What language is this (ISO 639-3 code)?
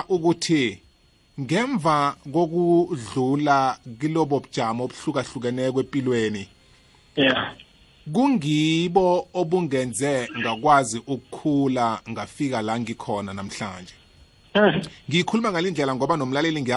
nbl